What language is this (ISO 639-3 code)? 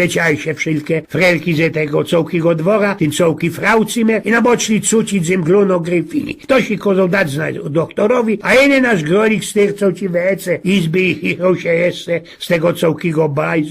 szl